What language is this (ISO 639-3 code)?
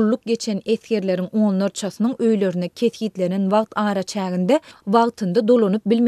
tuk